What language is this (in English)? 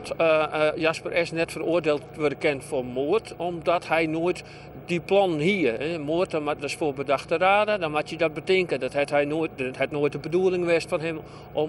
Western Frisian